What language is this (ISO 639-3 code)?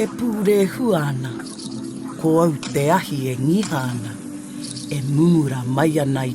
mri